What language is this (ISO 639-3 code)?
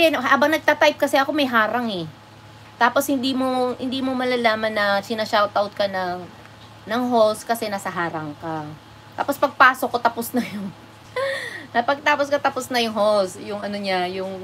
fil